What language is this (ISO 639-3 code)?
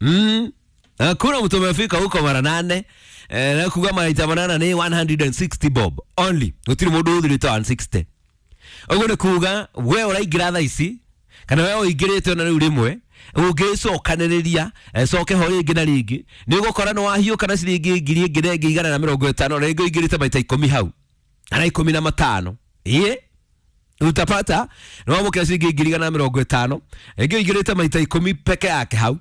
kik